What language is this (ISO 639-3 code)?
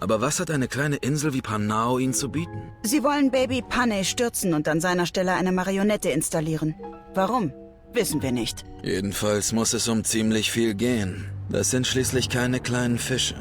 bar